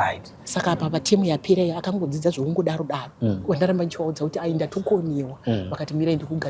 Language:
Shona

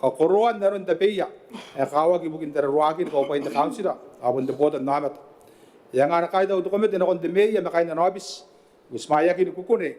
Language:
Gilbertese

